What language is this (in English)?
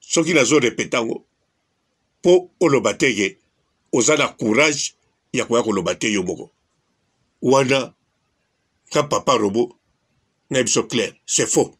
Lingala